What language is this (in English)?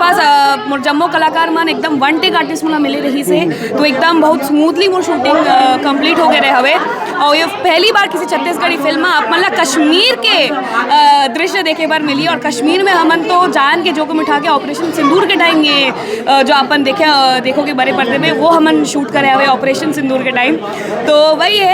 Chhattisgarhi